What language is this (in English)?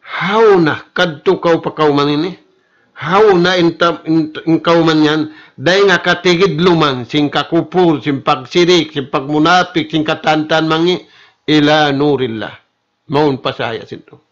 Tausug